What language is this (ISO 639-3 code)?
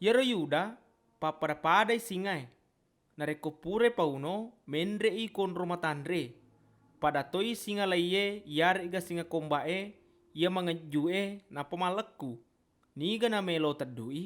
bug